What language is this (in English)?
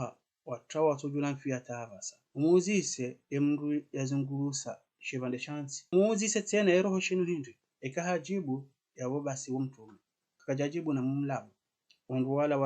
Ngazidja Comorian